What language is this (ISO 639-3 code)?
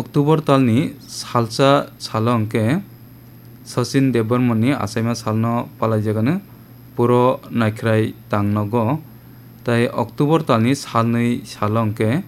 trp